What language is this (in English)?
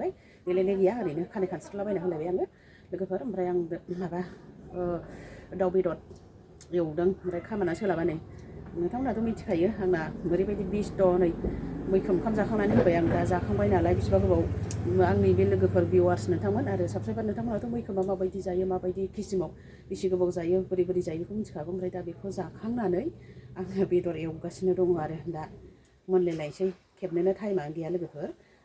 Bodo